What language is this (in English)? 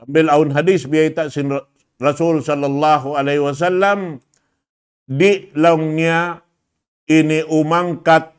Tausug